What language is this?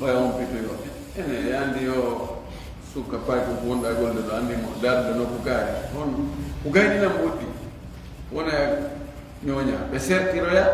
Pular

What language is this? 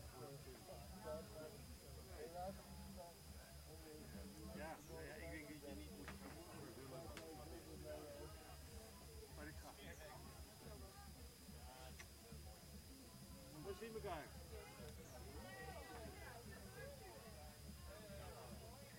Dutch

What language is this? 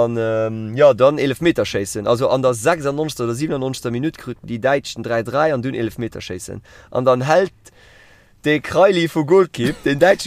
Luxembourgish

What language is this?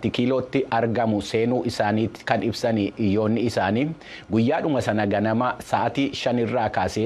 Oromo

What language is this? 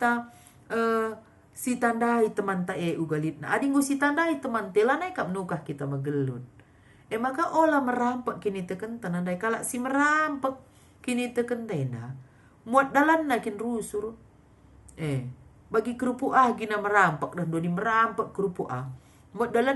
Batak Karo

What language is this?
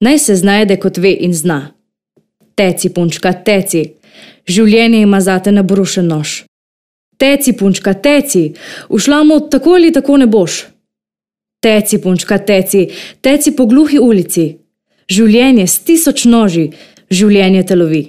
Slovenian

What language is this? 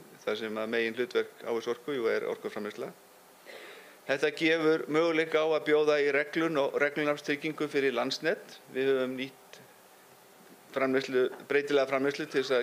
Icelandic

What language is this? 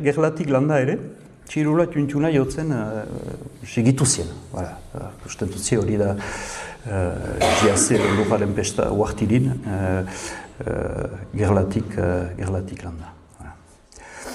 Basque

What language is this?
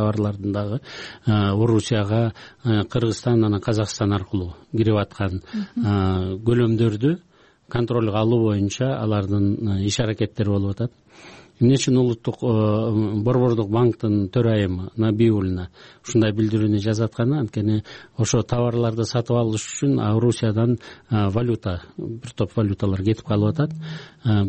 Kyrgyz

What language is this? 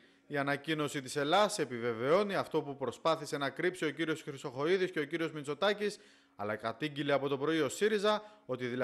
Greek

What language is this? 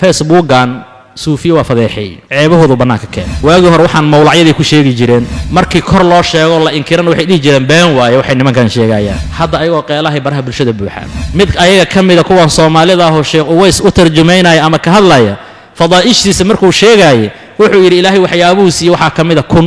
Somali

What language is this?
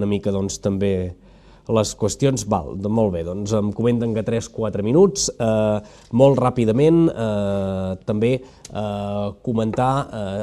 Catalan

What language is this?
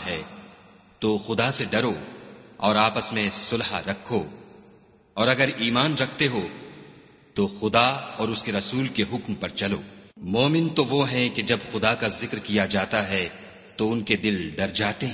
Urdu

